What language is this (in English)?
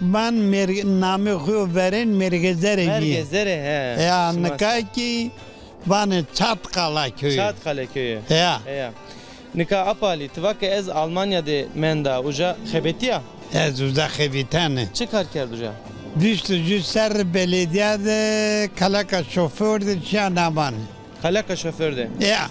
Zaza